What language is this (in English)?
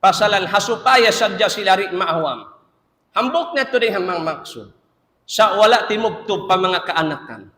Tausug